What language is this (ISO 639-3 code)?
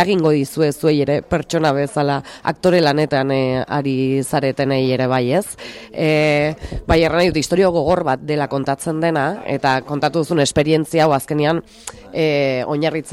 eus